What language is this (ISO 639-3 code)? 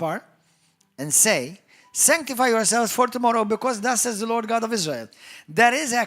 eng